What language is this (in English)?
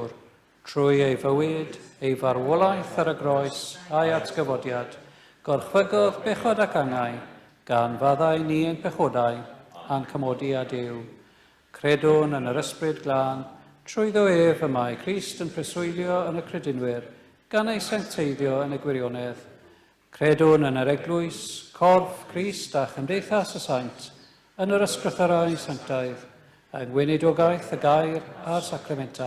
Welsh